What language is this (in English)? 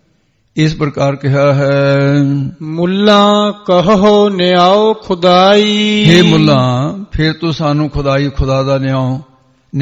Punjabi